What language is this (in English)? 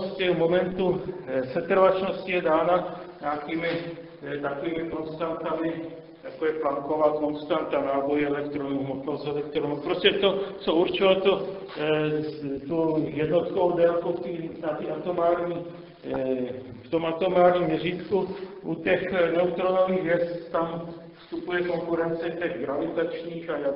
Czech